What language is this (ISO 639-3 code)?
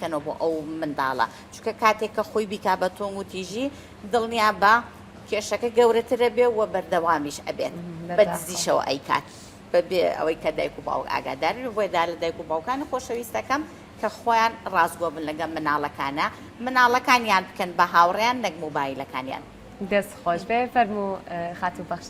ckb